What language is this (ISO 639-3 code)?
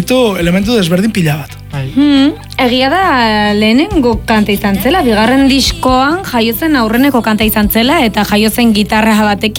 eus